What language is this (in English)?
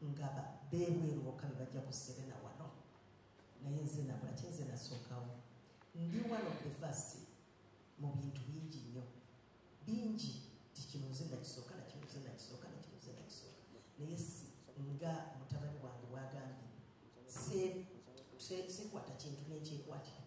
Ganda